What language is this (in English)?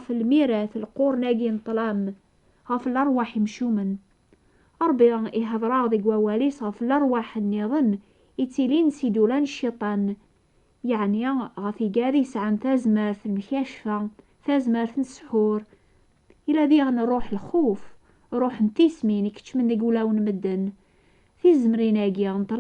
Kabyle